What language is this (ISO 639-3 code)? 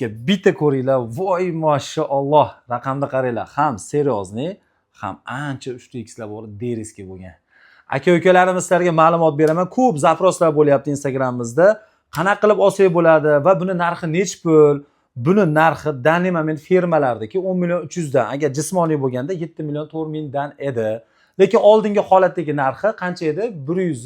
uzb